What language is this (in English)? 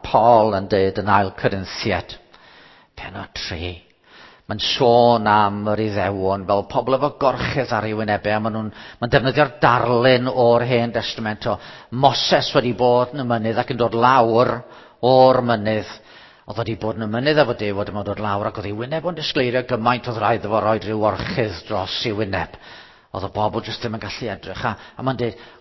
Welsh